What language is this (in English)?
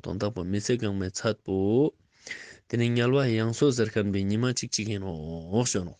Ladakhi